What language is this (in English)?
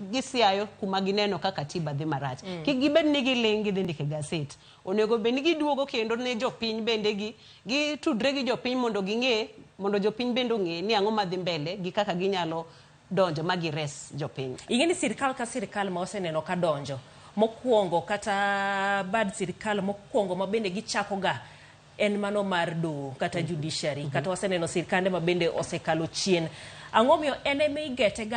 Luo (Kenya and Tanzania)